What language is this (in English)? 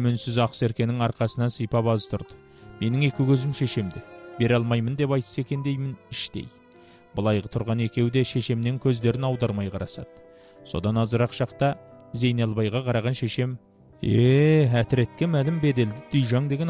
Kazakh